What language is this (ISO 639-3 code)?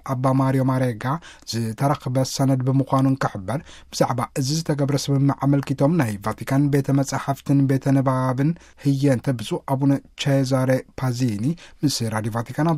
tir